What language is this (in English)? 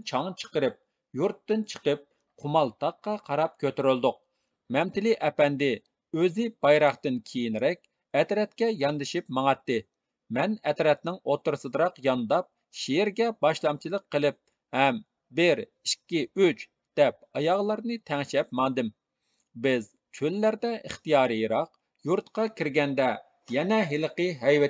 Uyghur